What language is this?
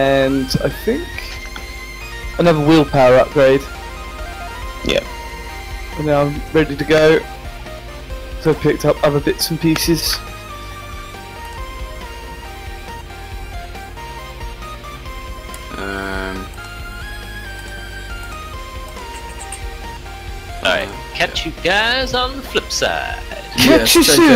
English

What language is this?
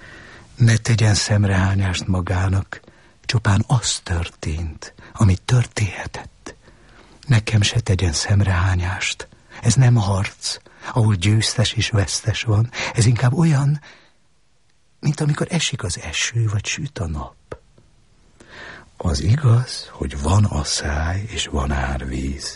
Hungarian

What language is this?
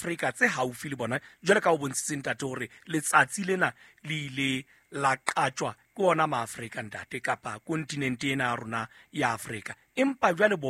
Southern Sotho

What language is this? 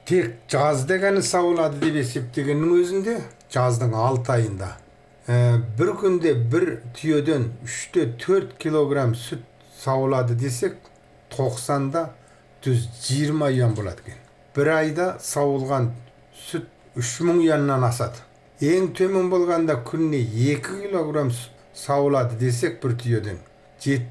Kazakh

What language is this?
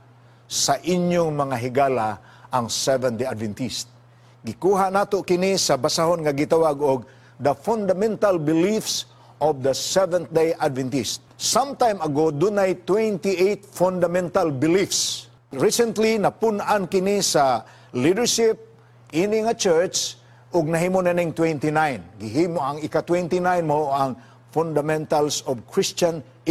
Cebuano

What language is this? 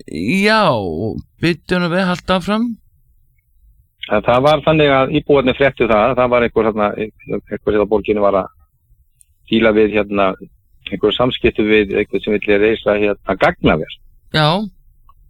Icelandic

